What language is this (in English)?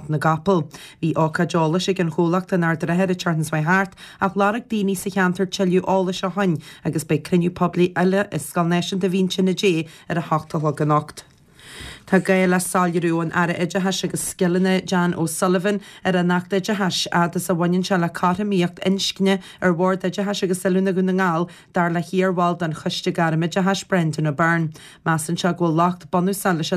Irish